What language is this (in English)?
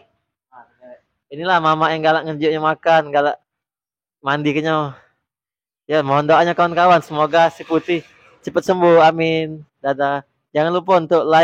Musi